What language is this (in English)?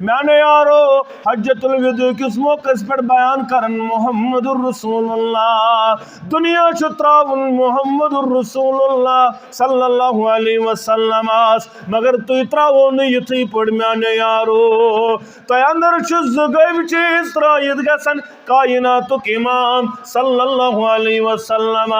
Kashmiri